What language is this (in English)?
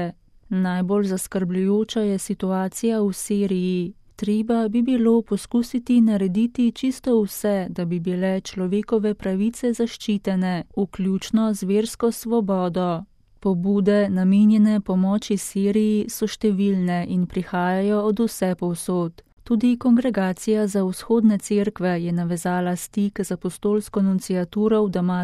Slovenian